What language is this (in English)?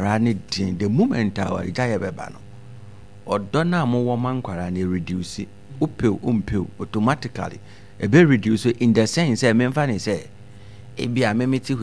Akan